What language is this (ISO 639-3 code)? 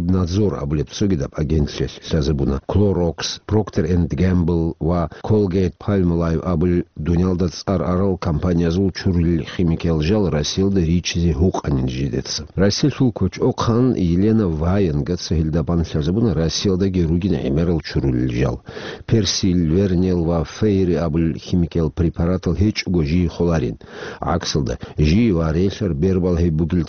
ava